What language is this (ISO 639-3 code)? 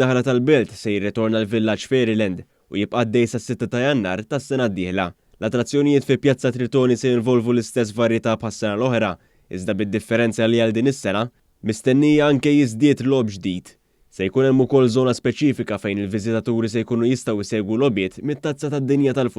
mlt